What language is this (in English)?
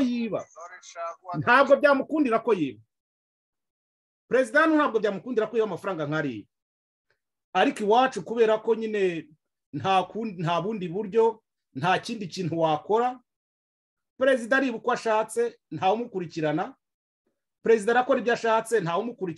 Kinyarwanda